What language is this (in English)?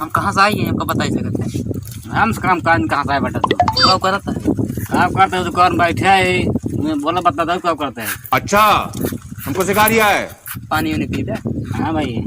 Awadhi